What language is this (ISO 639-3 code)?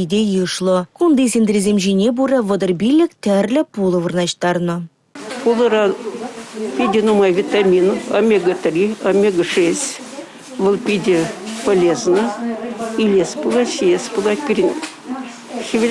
chv